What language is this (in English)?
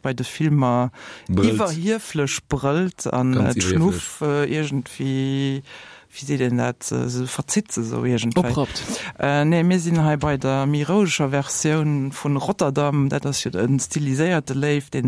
Luxembourgish